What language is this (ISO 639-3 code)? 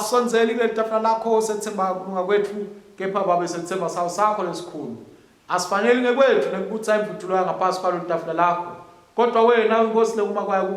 ssw